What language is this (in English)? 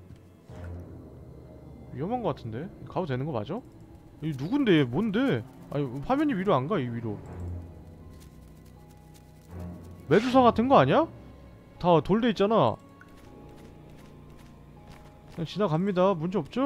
Korean